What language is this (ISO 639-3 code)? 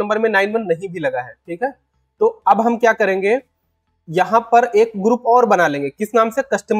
hin